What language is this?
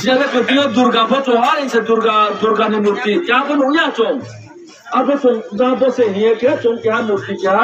Riang (India)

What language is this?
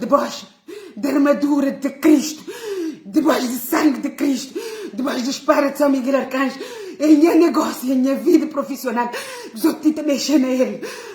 Kabuverdianu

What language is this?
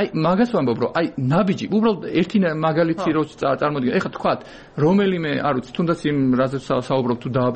Georgian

